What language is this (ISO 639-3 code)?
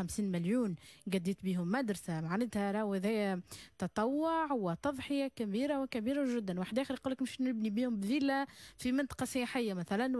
aeb